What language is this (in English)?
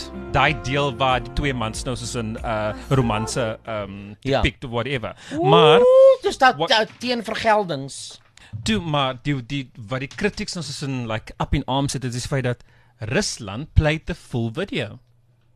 Afrikaans